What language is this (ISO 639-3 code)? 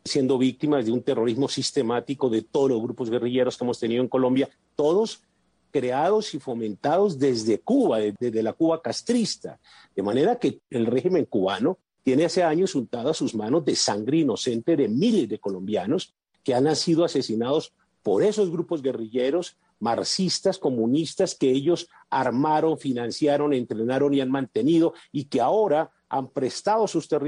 spa